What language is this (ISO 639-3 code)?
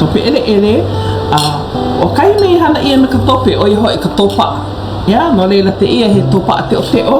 haw